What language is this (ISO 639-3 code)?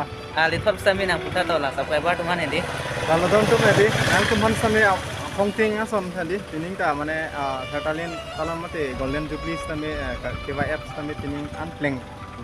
mjw